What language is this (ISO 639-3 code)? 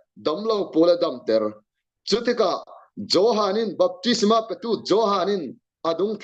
cfm